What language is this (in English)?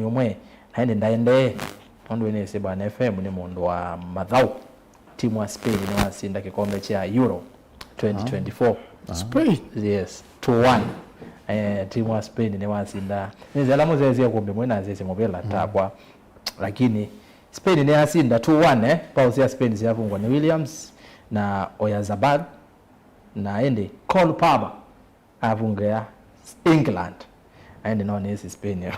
Kamba